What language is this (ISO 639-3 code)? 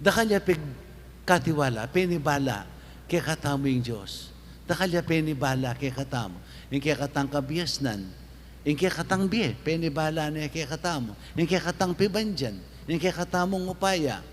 pam